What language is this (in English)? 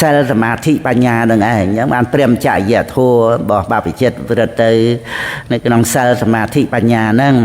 Khmer